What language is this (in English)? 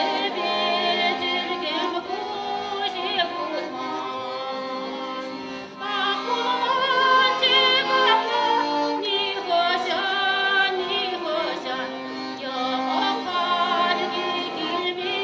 Chuvash